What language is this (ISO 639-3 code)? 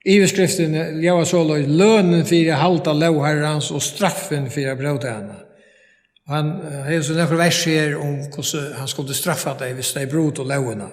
fao